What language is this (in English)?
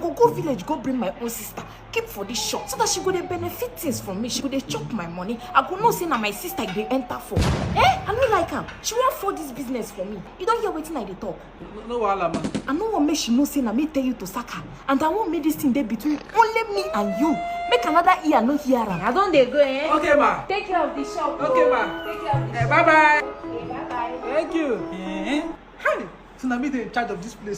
Nigerian Pidgin